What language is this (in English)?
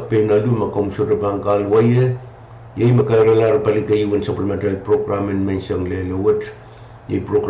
Pohnpeian